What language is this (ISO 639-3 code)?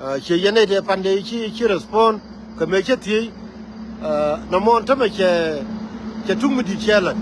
nus